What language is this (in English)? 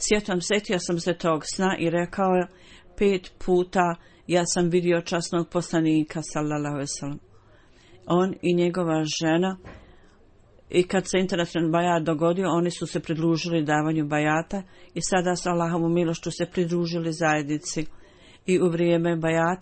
Bosnian